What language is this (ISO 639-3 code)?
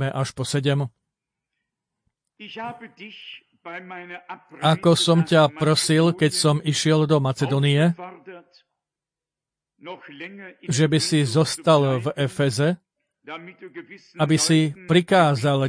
slk